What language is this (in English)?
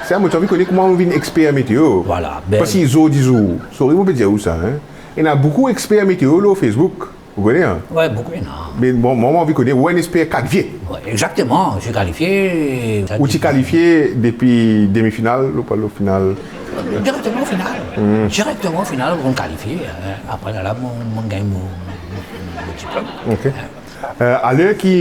Morisyen